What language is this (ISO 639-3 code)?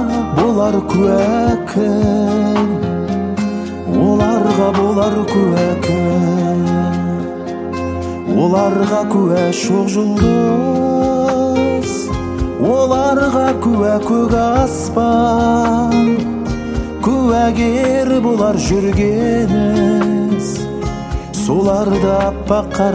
kaz